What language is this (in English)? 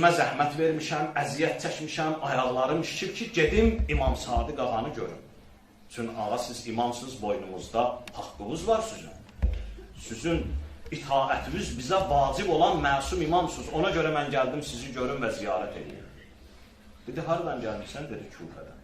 Azerbaijani